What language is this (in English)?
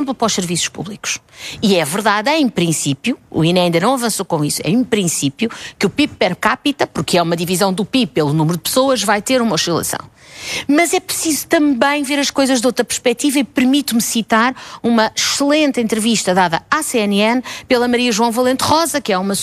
Portuguese